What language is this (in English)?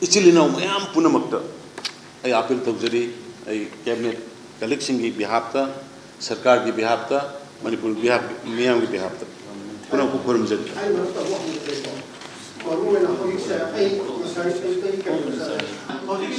Manipuri